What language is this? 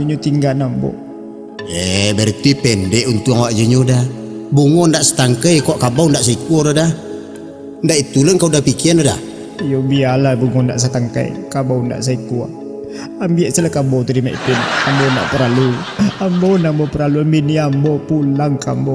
Minangkabau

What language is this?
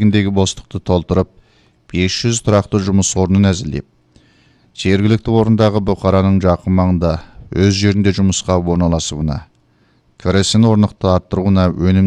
Kazakh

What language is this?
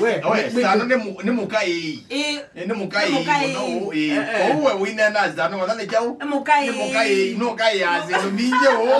Kamba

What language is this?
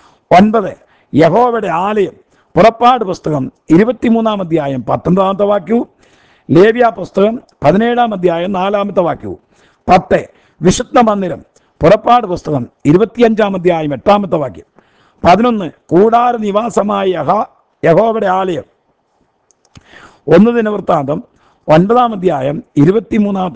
Malayalam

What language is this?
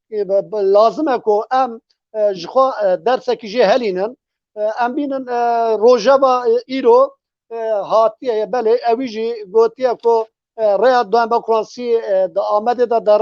Kurdish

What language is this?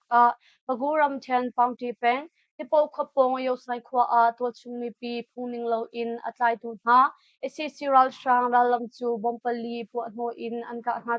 Hakha Chin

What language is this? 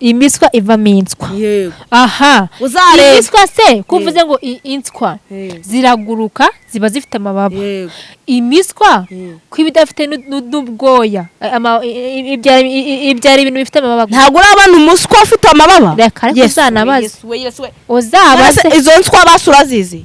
Kinyarwanda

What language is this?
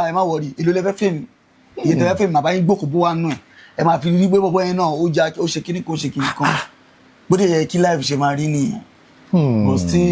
Yoruba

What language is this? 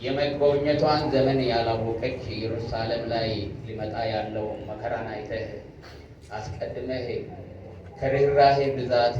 Amharic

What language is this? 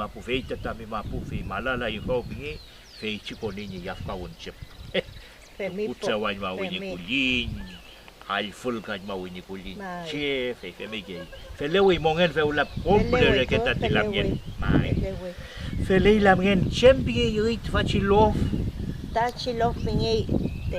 Mapuche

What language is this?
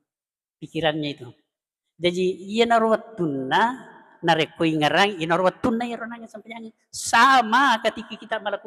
Buginese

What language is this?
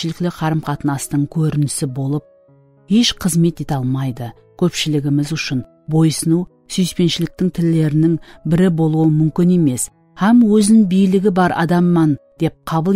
Kara-Kalpak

